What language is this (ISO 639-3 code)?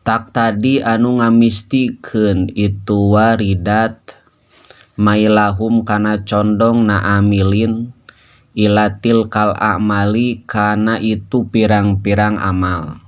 sun